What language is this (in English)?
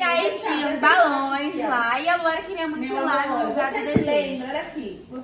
Portuguese